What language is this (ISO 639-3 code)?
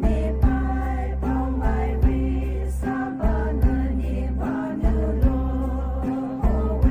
pmx